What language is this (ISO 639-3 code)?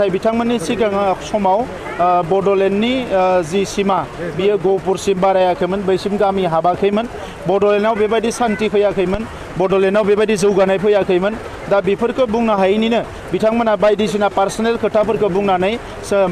brx